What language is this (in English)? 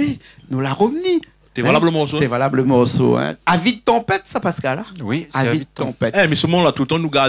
Réunion Creole French